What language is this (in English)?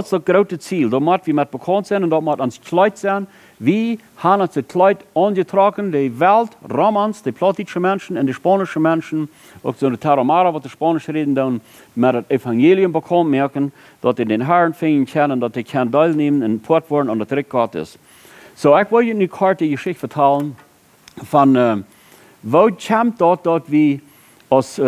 Plautdietsch